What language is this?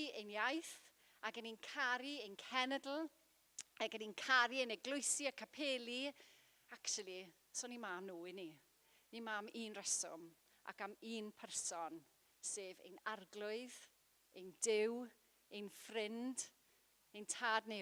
Welsh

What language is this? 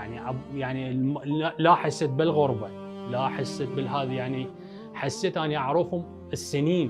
Mesopotamian Arabic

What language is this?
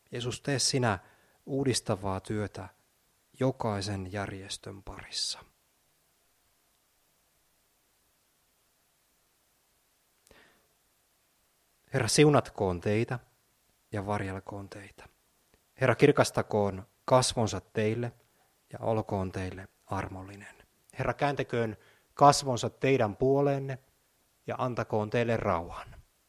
Finnish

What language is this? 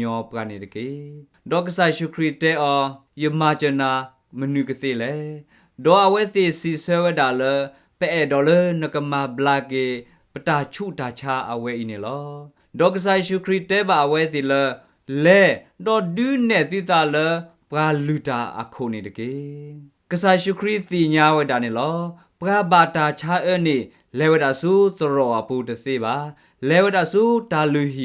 S'gaw Karen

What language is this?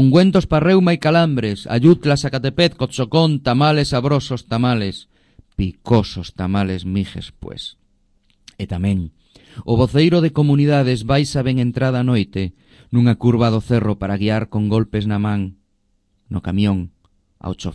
Galician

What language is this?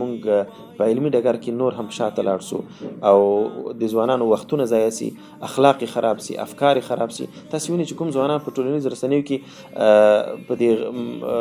Pashto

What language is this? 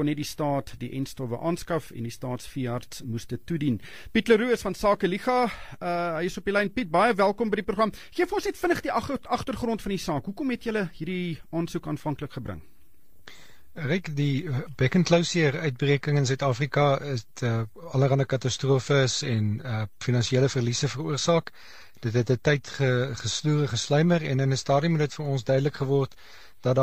Afrikaans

